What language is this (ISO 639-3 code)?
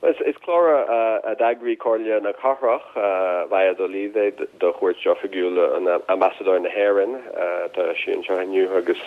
gle